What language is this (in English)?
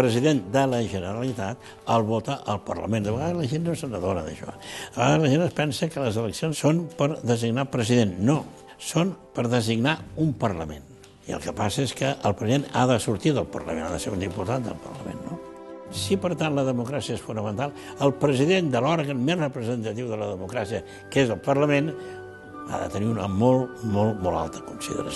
Catalan